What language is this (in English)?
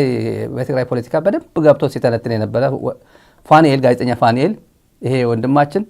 Amharic